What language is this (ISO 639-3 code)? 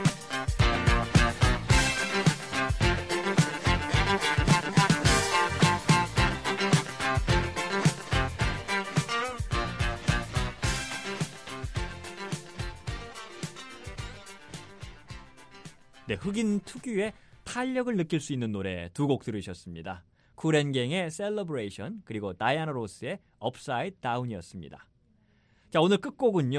kor